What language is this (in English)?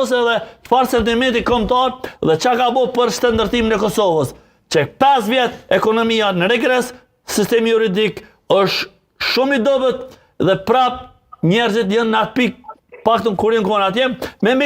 Albanian